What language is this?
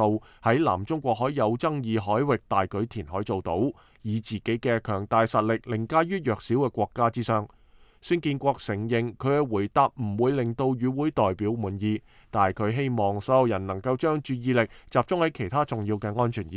Cantonese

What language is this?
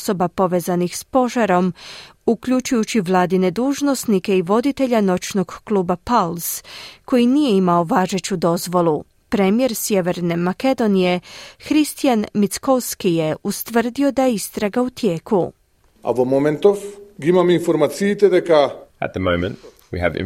Croatian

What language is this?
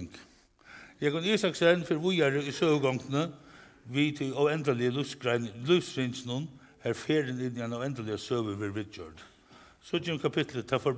Faroese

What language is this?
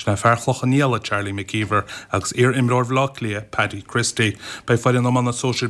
Irish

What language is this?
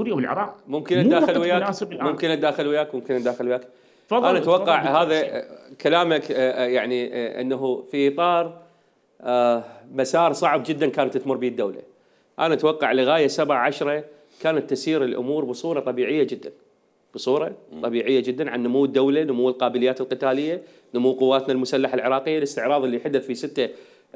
Mesopotamian Arabic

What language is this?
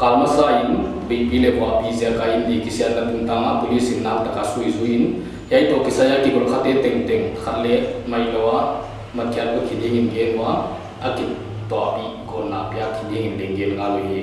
Paite Chin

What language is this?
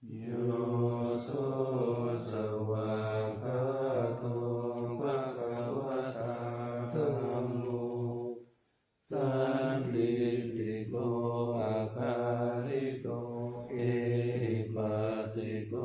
Pali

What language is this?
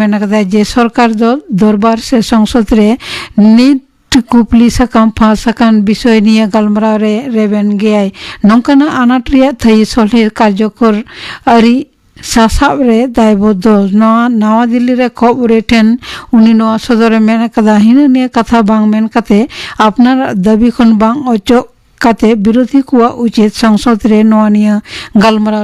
Santali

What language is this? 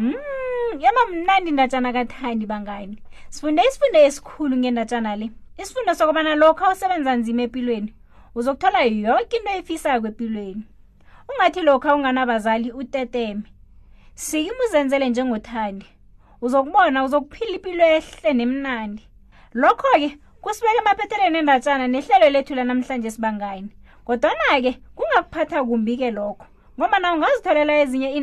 South Ndebele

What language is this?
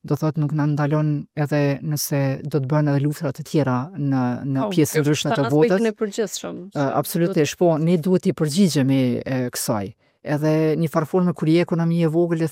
Albanian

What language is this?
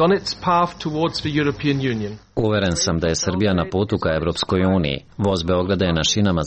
Serbian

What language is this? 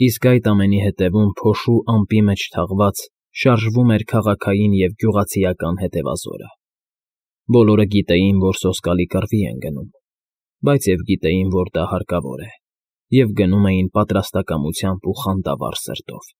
Armenian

